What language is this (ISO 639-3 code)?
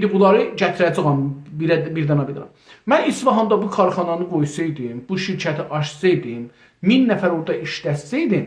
azb